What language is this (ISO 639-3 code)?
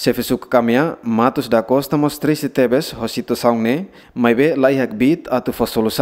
tet